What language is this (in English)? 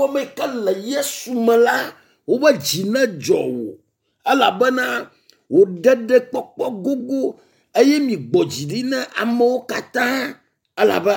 Ewe